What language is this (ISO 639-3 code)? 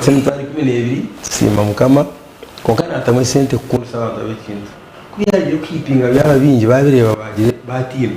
nyn